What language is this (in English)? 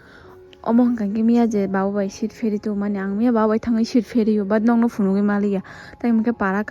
Kok Borok